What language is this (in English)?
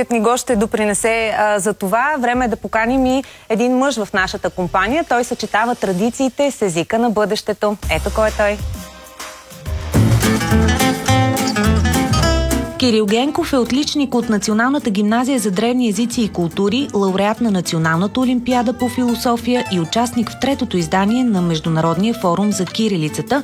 Bulgarian